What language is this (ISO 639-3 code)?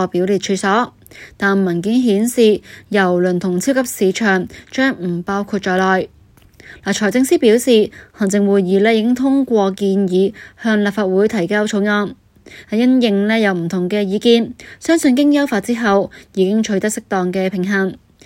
yue